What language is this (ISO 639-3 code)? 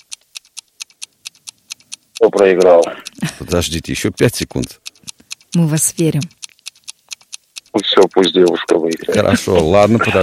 rus